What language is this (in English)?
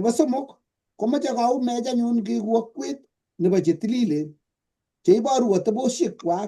Kalenjin